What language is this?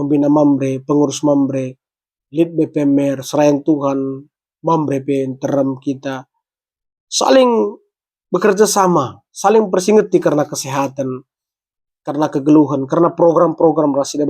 Batak Karo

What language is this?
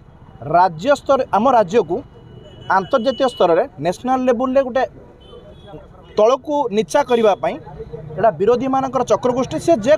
Odia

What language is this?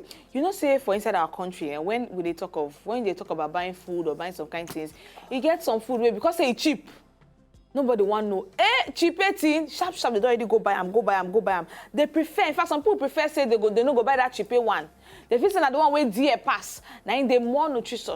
Nigerian Pidgin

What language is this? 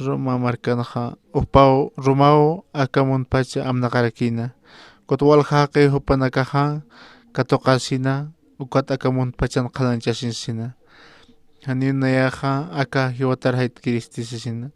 Aymara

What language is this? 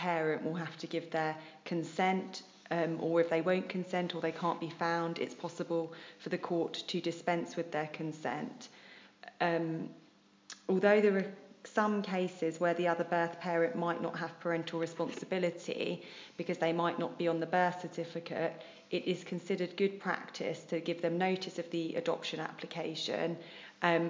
English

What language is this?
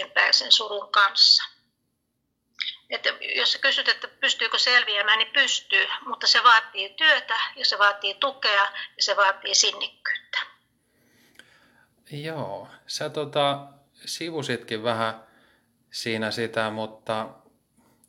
Finnish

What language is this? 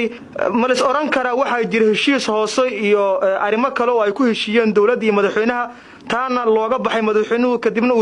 Somali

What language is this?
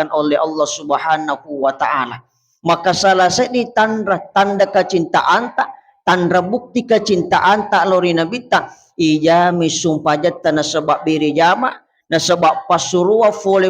Buginese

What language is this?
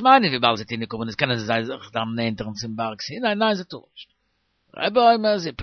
Yiddish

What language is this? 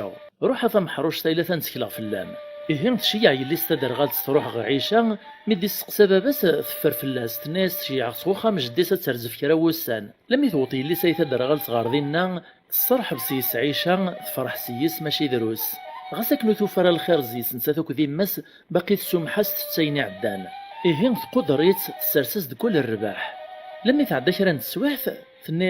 Kabyle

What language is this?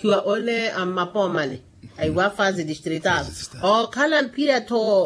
Makhuwa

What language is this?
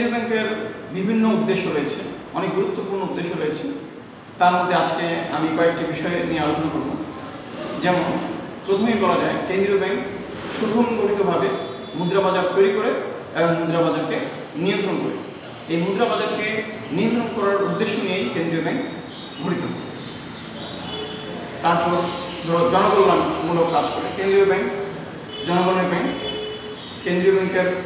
Bangla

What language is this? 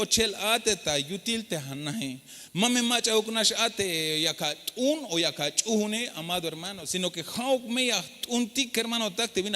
Tzeltal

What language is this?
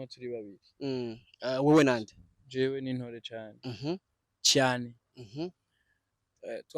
Rundi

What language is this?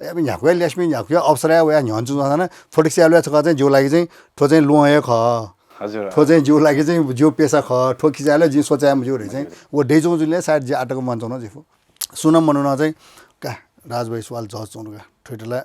Newari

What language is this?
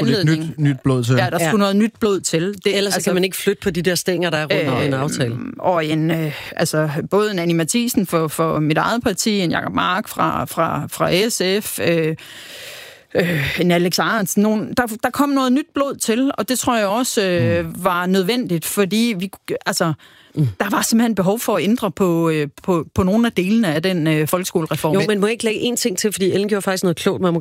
Danish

